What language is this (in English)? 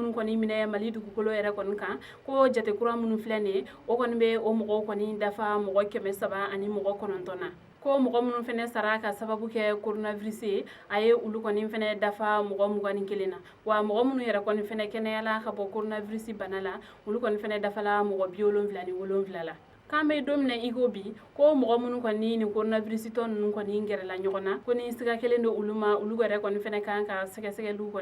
Bambara